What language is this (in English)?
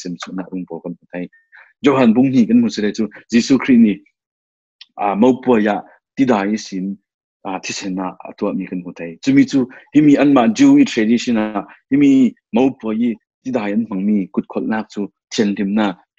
Falam Chin